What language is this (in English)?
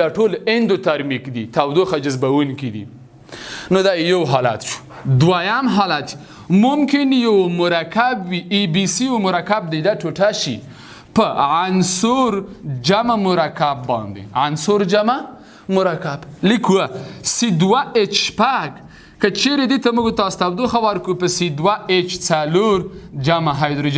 Pashto